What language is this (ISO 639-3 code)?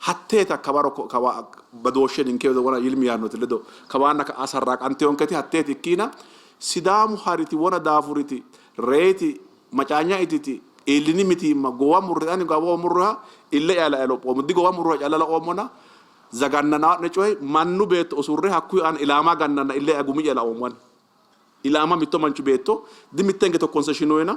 sid